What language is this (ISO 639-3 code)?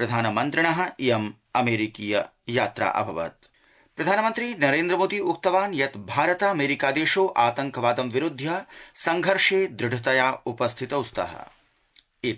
san